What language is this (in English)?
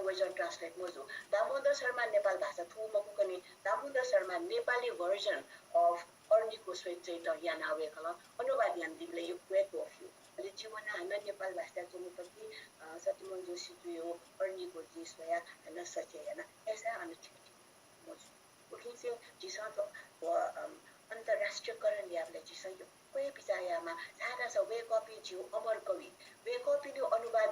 Newari